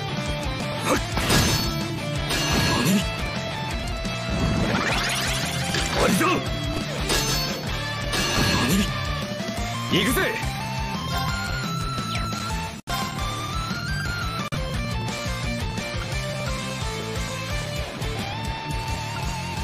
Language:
Japanese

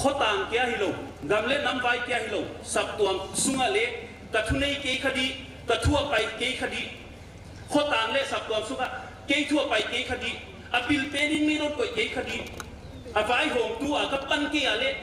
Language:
Paite Chin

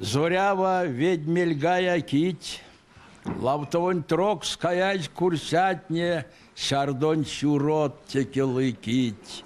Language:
Erzya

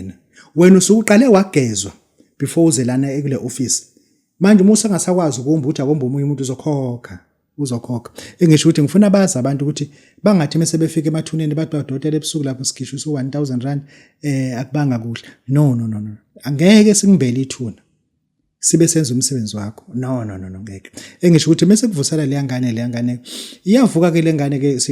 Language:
Zulu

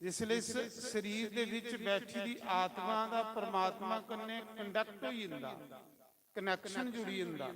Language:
Dogri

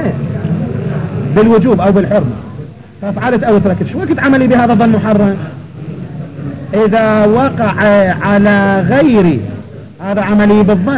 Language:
Arabic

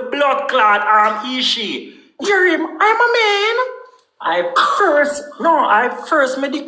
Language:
Jamaican Creole English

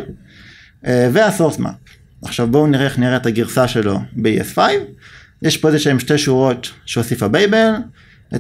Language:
Hebrew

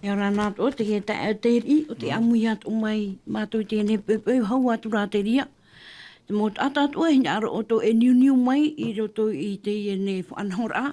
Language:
Tahitian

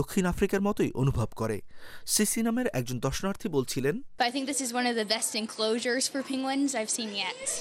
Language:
Bangla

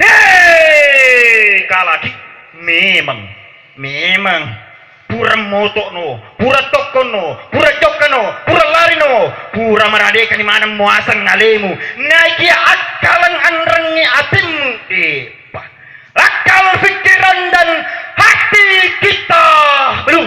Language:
Buginese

